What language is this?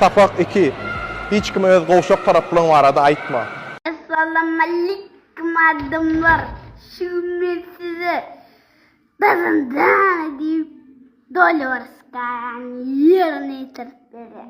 Turkmen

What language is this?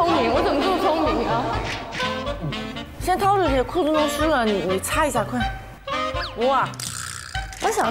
Chinese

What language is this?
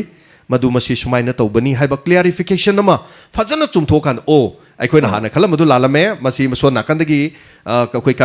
Manipuri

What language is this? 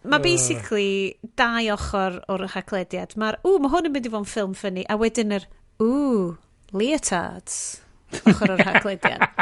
Welsh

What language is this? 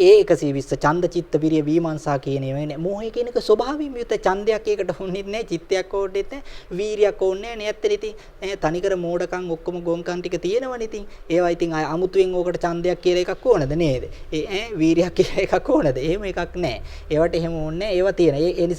Sinhala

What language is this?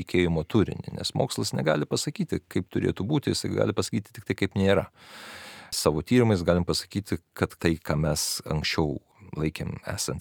Lithuanian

